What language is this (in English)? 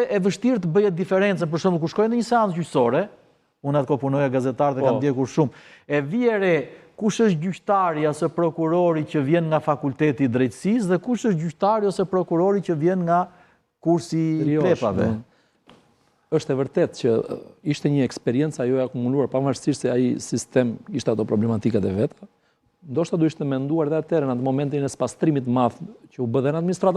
Albanian